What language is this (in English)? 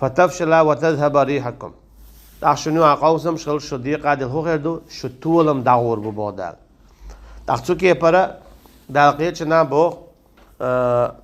Chechen